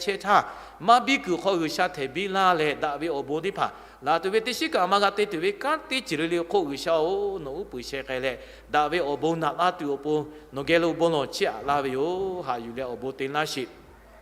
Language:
Lahu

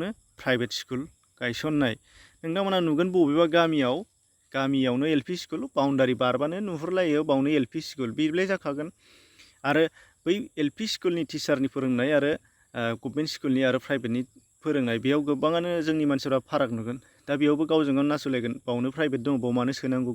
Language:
Bodo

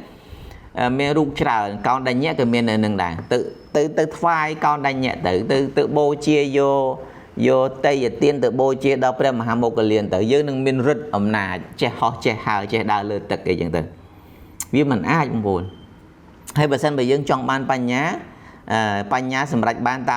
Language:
Khmer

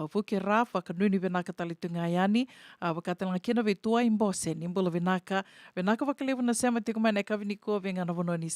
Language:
Fijian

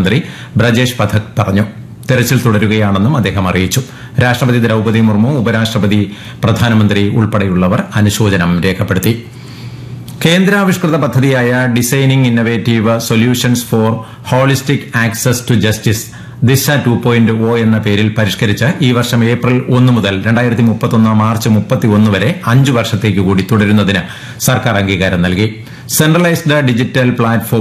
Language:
Malayalam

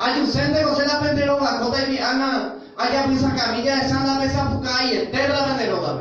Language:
Guarani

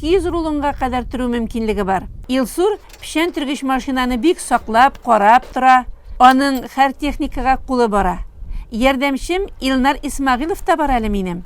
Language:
Tatar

